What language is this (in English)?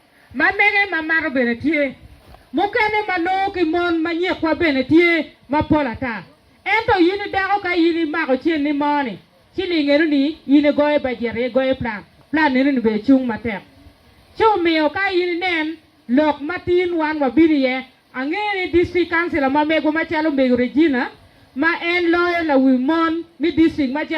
Acoli